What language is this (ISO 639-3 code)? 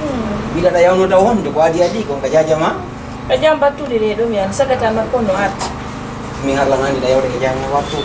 ful